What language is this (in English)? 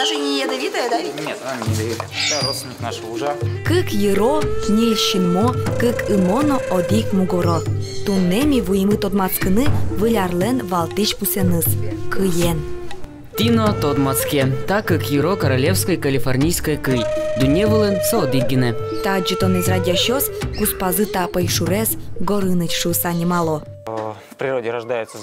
Udmurt